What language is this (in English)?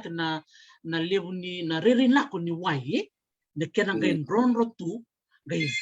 Fijian